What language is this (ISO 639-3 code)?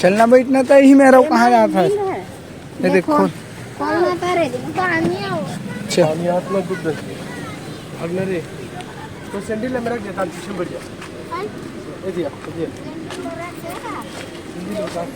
hne